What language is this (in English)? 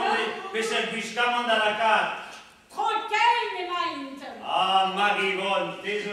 Breton